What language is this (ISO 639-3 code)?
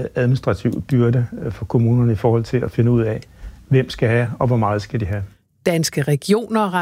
dan